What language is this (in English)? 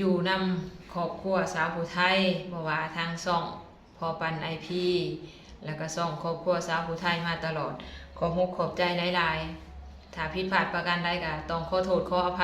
Lao